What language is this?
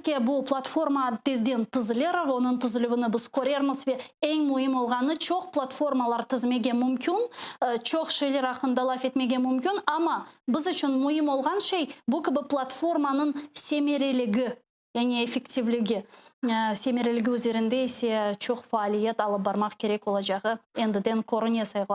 Crimean Tatar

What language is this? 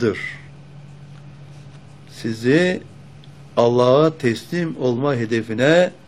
Turkish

